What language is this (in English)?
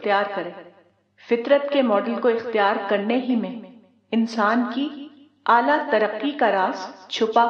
Urdu